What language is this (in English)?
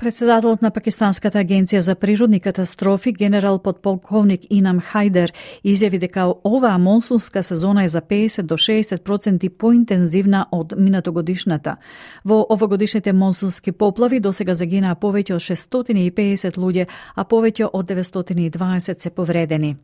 Macedonian